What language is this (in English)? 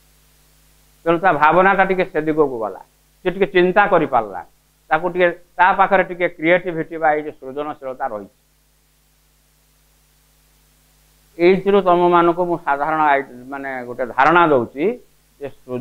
Odia